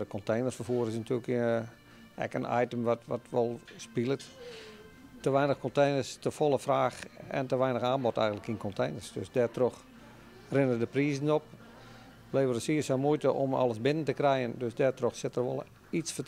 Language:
Western Frisian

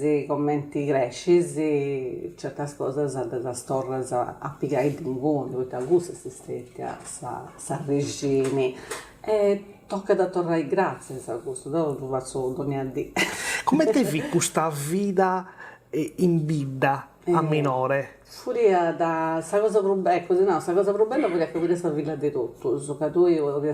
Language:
Sardinian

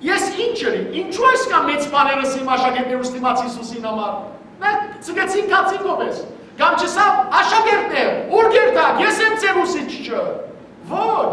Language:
Western Armenian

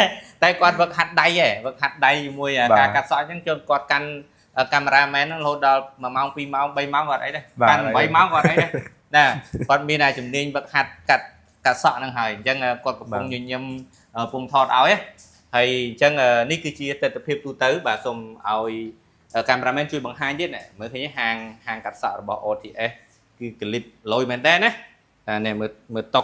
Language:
Khmer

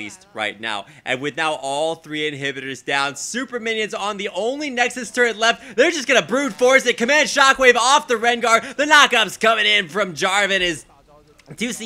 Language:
English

